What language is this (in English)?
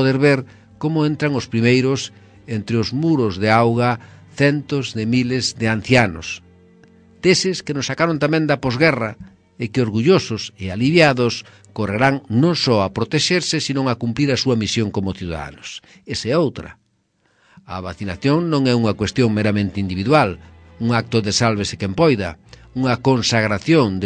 Galician